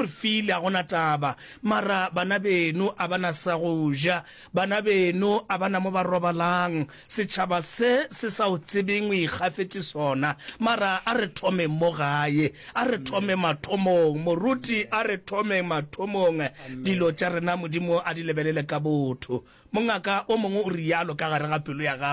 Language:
Northern Sotho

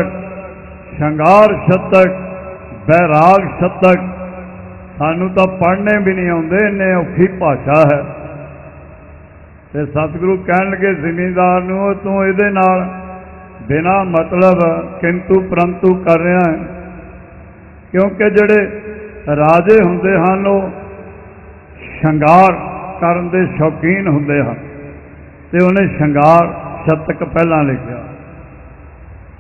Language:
Punjabi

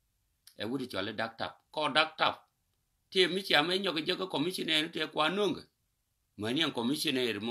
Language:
Nuer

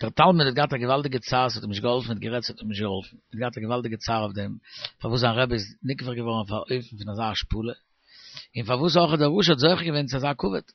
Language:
Yiddish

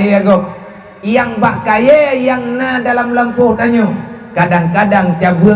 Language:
Achinese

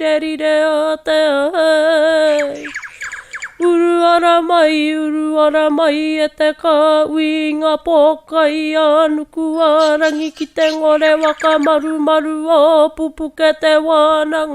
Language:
Māori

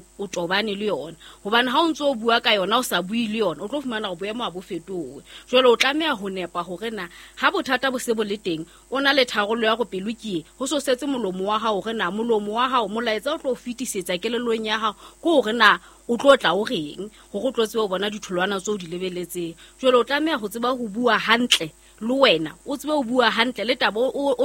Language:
Southern Sotho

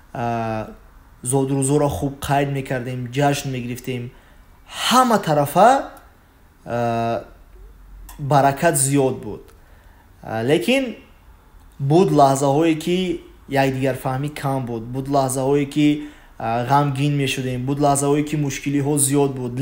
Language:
Tajik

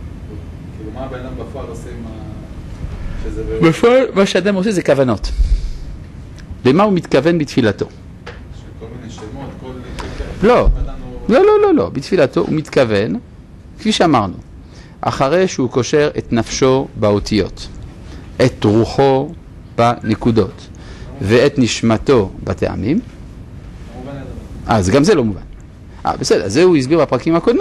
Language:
Hebrew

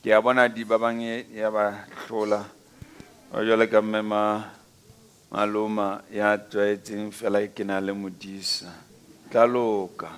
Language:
Southern Sotho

